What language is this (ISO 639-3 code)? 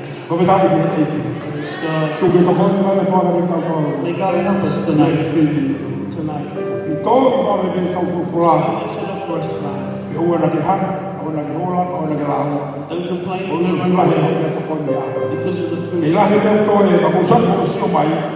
ton